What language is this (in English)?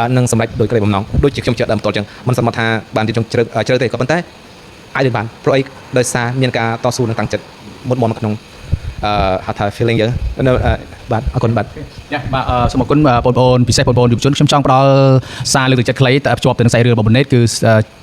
Khmer